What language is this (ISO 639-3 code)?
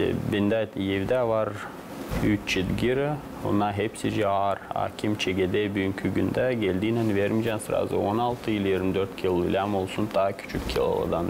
gag